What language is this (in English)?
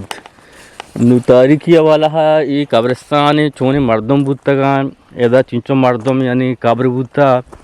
Eastern Balochi